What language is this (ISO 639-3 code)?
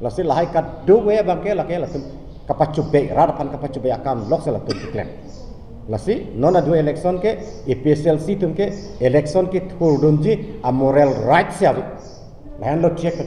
mjw